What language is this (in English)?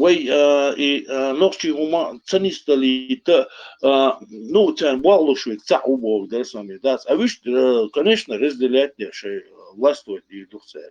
Chechen